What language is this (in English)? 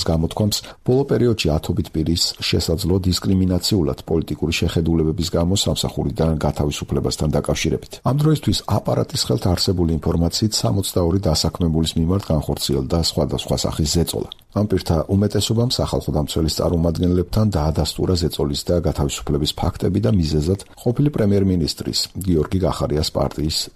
Georgian